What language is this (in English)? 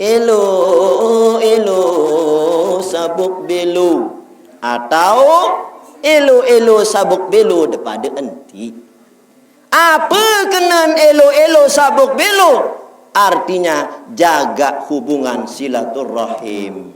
Sasak